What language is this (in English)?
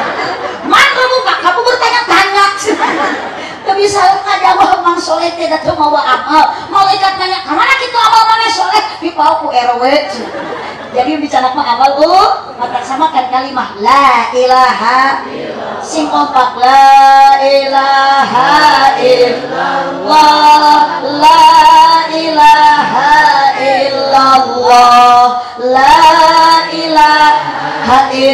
Sundanese